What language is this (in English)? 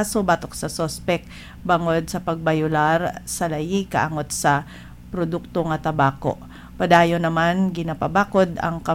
Hiligaynon